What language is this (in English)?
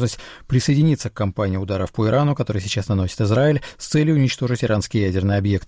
Russian